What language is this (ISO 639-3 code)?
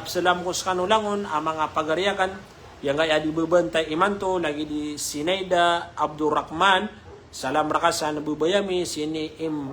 mrw